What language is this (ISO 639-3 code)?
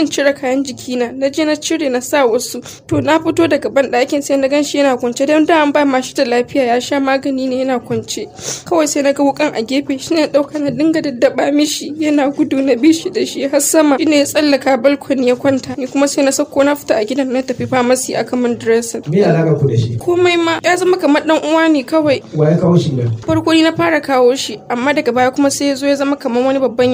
hau